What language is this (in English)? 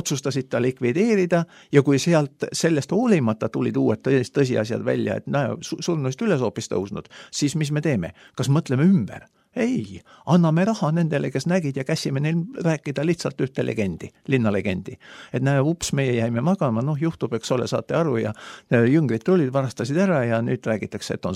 Estonian